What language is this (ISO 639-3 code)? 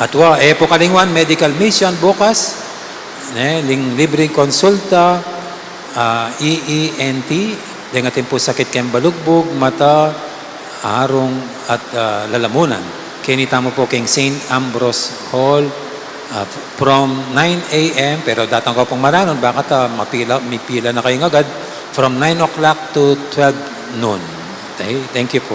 pam